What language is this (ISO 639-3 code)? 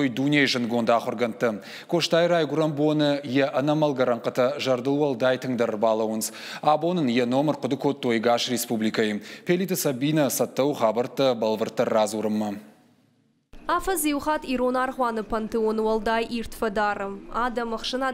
oss